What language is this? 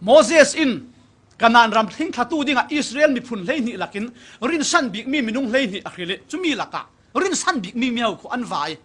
Falam Chin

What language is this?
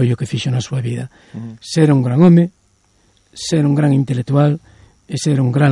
Galician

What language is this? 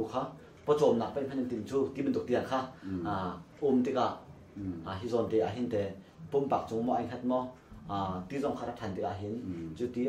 Hakha Chin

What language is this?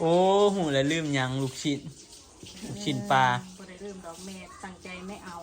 Northeastern Thai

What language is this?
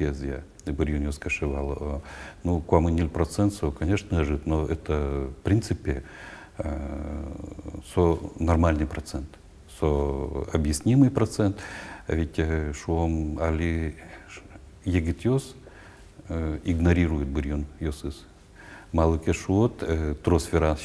Udmurt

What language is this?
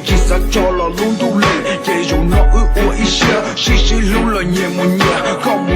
Hmong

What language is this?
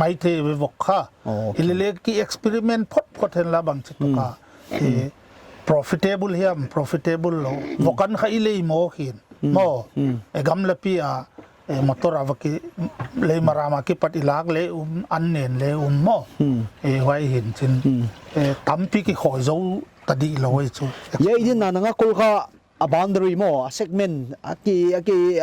Paite Chin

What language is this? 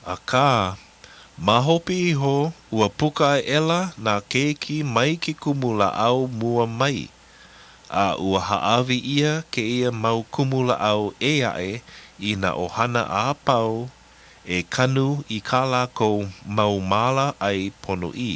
Hawaiian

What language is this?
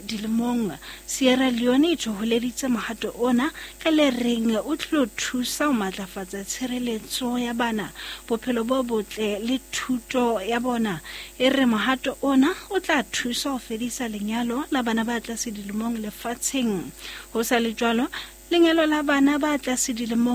Southern Sotho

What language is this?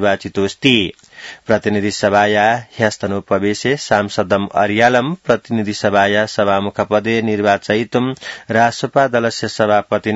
Sanskrit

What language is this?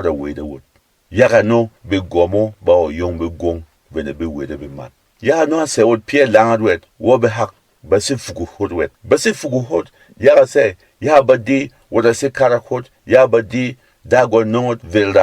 Berom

